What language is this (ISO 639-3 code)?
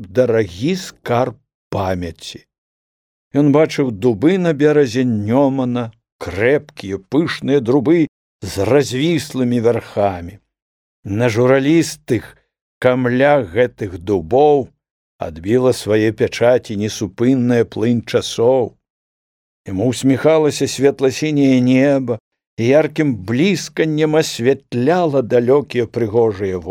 bel